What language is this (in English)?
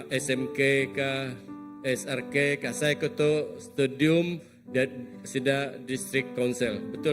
Iban